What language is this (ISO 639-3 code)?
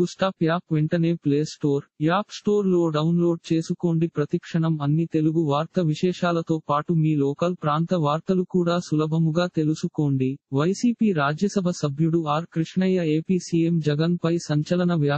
tel